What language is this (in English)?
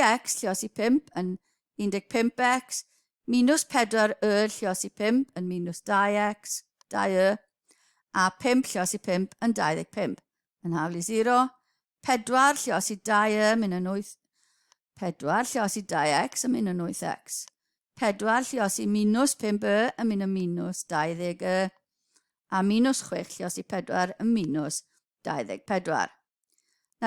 Welsh